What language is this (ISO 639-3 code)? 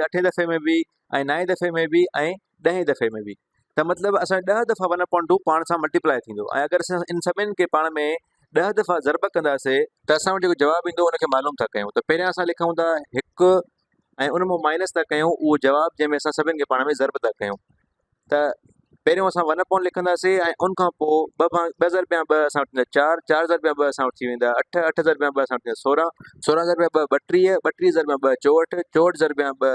snd